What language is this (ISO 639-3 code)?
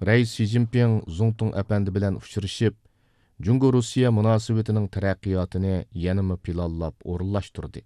uig